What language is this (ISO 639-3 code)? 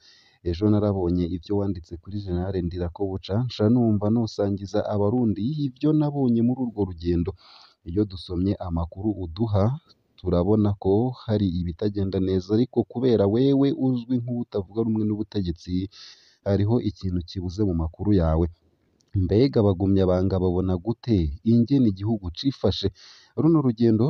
run